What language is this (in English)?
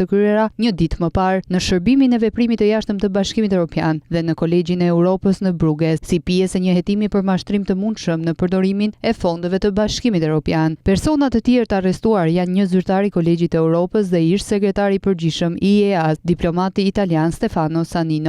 Albanian